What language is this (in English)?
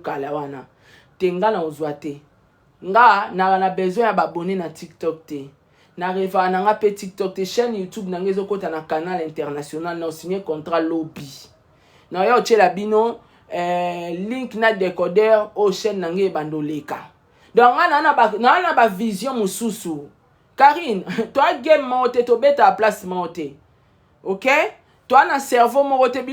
Lingala